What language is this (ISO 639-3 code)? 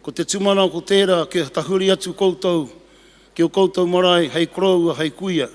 mri